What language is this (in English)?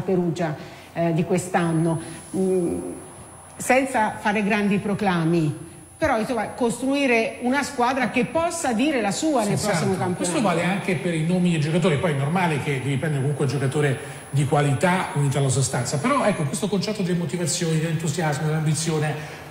Italian